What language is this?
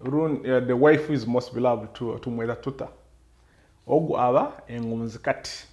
Nyoro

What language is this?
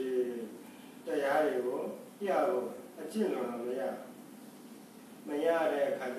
Burmese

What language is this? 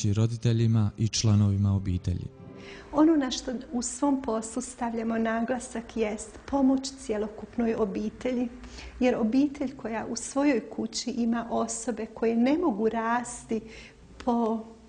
Bosnian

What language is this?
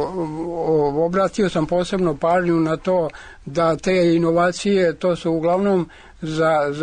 Serbian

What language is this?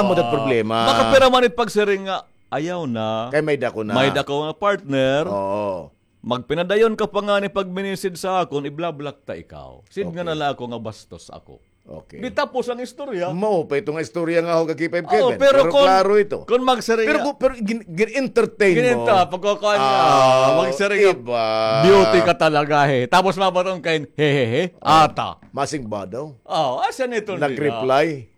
Waray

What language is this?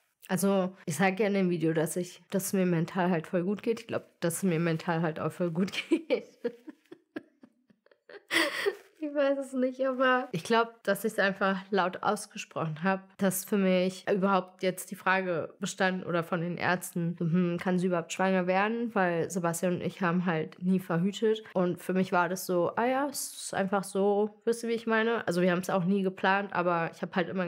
German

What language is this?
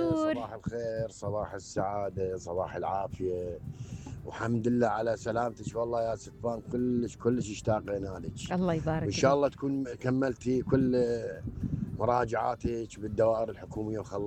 Mesopotamian Arabic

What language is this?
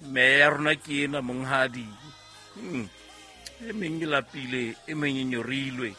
Southern Sotho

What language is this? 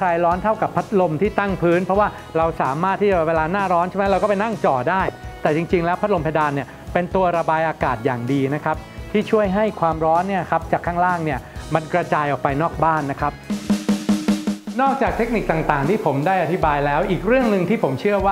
Thai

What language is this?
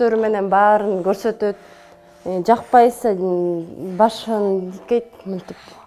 Kyrgyz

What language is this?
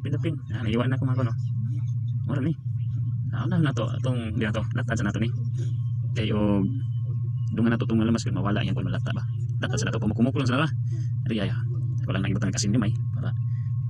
Cebuano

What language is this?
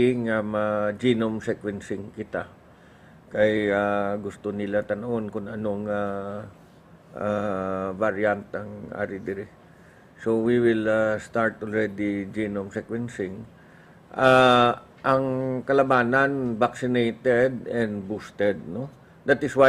Hiligaynon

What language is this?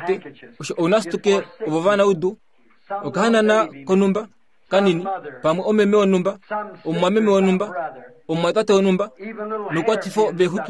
Kuanyama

